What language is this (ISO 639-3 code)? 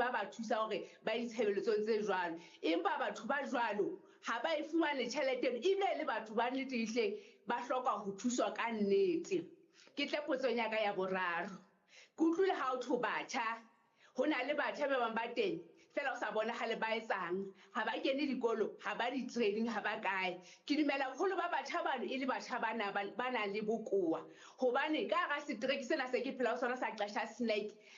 sot